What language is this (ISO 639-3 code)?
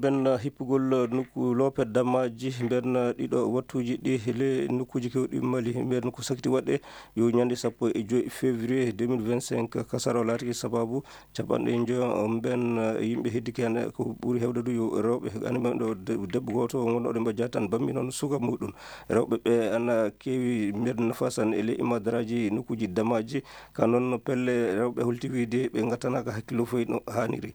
ful